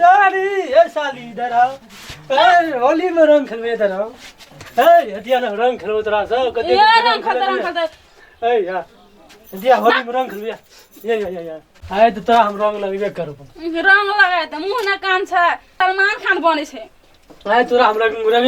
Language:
Maithili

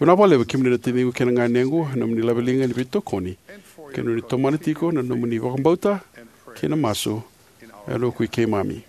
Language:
Fijian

